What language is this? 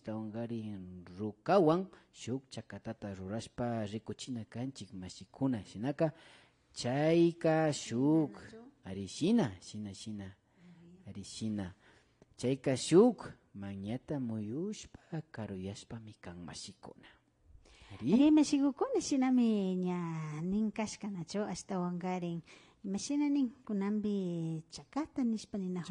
Imbabura Highland Quichua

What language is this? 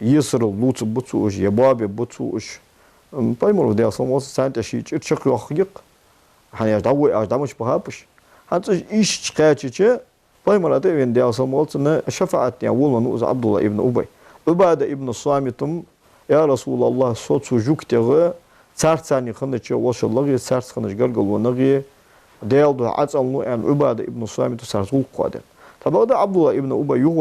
Ingush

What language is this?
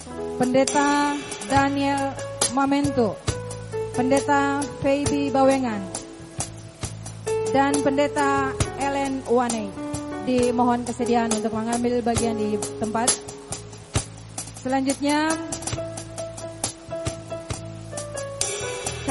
Indonesian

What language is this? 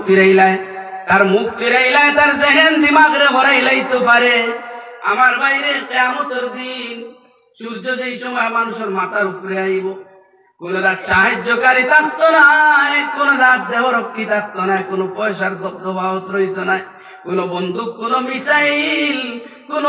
Sylheti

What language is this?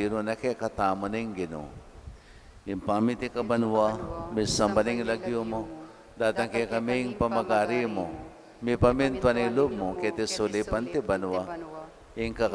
Pampanga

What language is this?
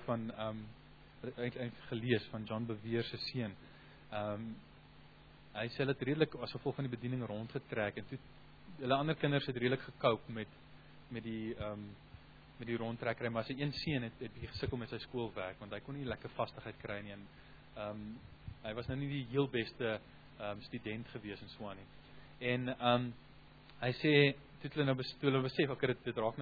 Afrikaans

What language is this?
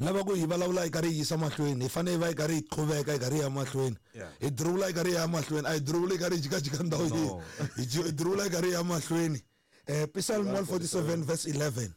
Tsonga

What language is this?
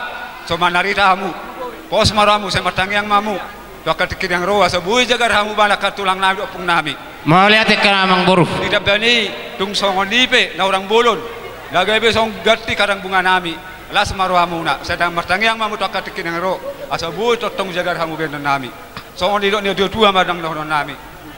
Batak Toba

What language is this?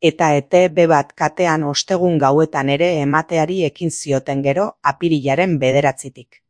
Basque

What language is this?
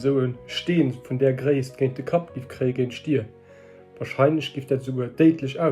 Luxembourgish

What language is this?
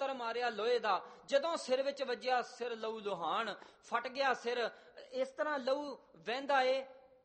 Punjabi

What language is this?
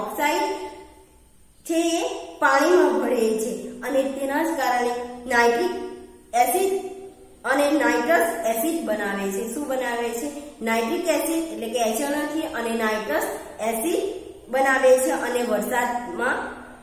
Gujarati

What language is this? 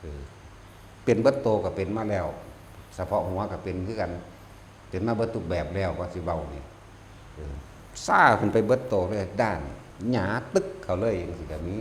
Northeastern Thai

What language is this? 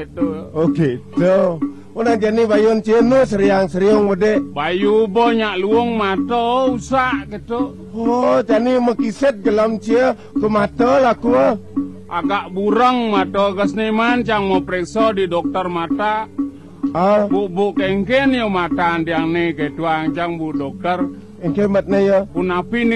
Balinese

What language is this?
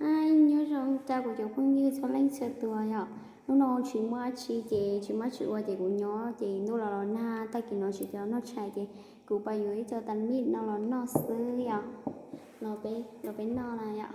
Hmong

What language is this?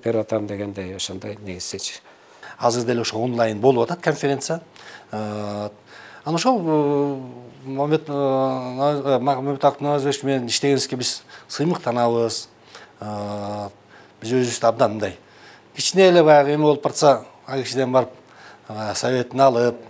Kyrgyz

